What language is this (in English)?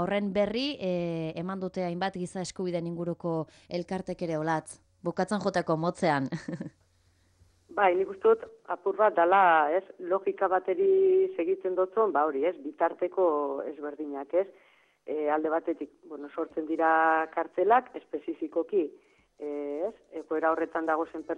Basque